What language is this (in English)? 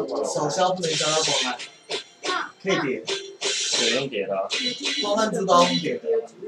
Chinese